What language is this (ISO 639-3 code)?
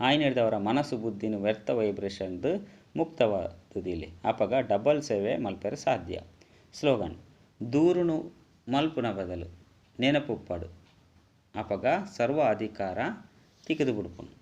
tcy